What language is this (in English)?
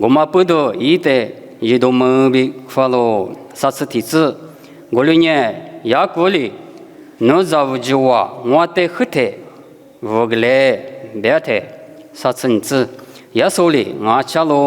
Lisu